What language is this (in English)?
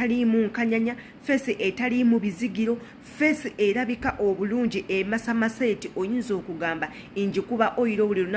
Ganda